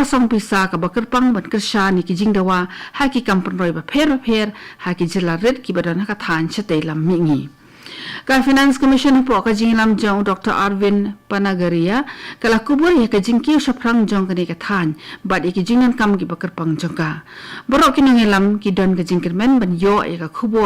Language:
Khasi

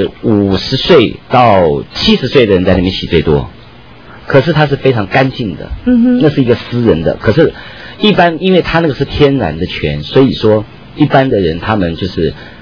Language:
Chinese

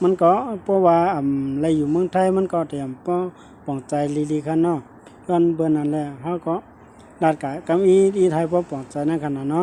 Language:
Shan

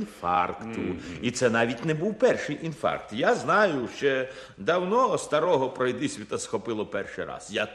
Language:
Ukrainian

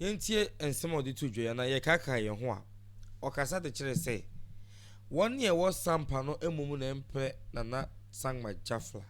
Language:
Akan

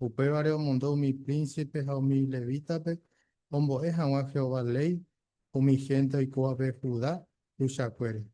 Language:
Guarani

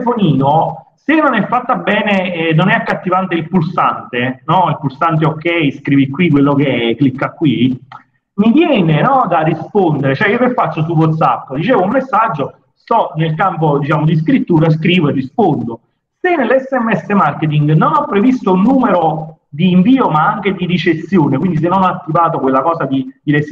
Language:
Italian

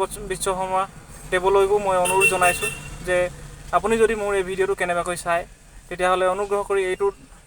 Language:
Assamese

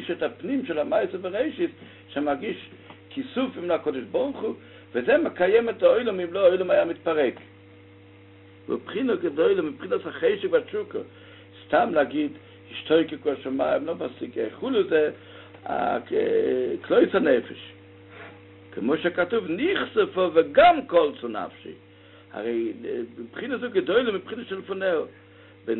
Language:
Hebrew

